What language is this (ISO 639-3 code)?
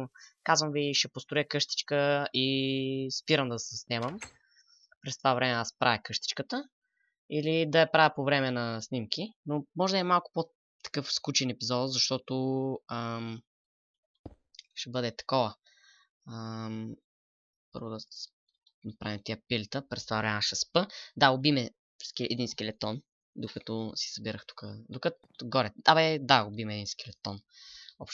bul